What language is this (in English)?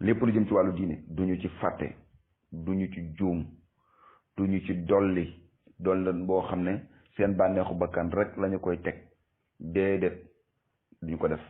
Wolof